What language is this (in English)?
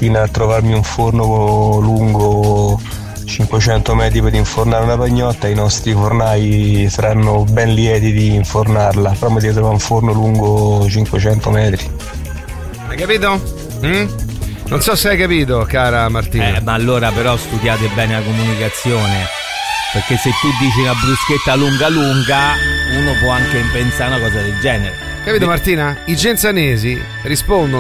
Italian